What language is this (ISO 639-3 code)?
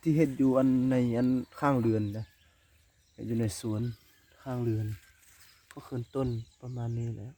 lao